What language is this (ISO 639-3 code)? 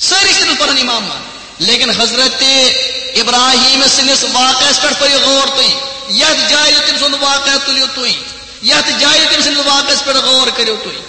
kas